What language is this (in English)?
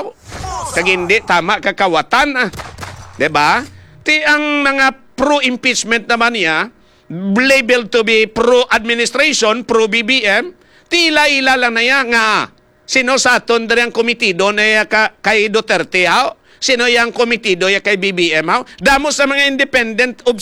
Hiligaynon